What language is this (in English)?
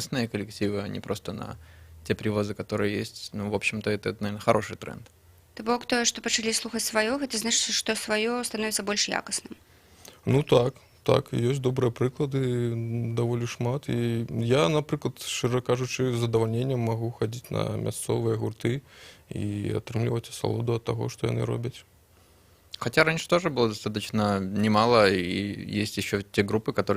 Belarusian